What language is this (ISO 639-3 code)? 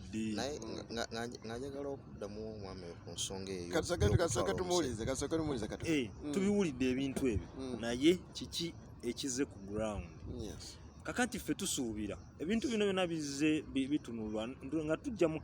lug